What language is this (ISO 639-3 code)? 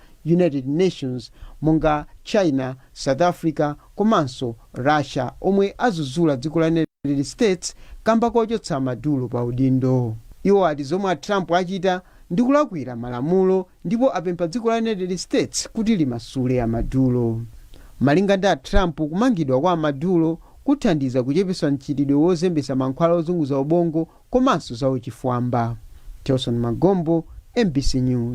nya